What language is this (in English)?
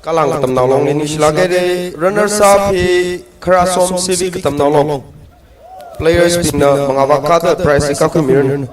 Tangkhul Naga (India)